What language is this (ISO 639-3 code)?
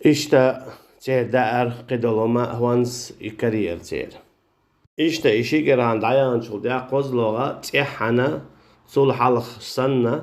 che